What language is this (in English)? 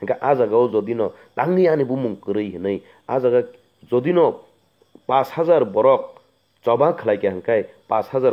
Kok Borok